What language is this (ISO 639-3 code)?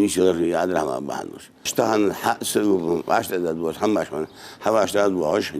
inh